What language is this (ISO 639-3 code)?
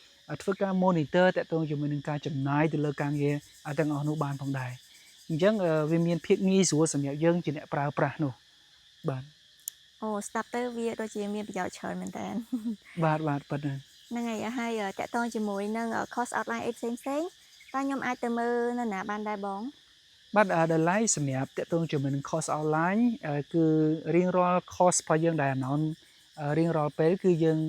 khm